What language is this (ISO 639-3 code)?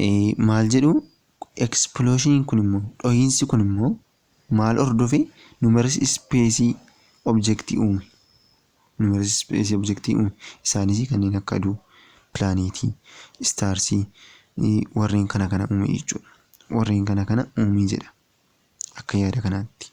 orm